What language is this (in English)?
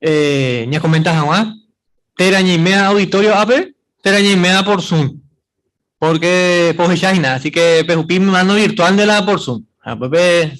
Guarani